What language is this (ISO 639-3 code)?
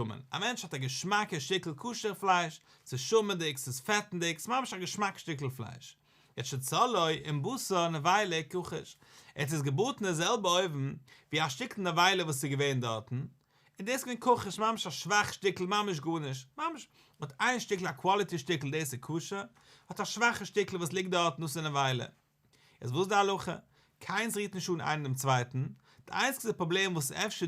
yid